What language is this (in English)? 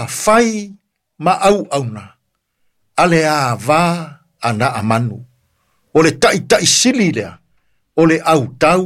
Samoan